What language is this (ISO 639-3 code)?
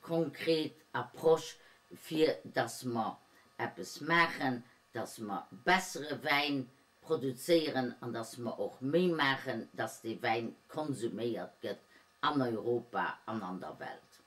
ltz